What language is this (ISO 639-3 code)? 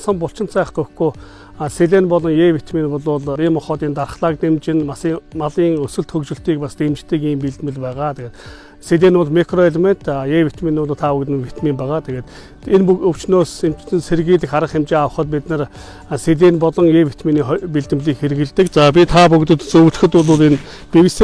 mon